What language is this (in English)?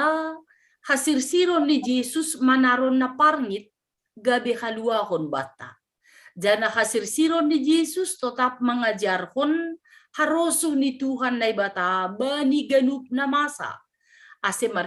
Batak Simalungun